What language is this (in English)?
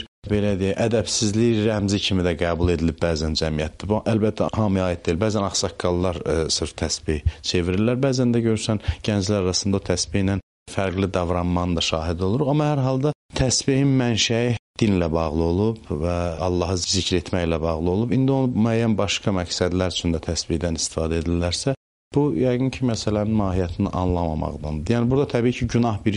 Azerbaijani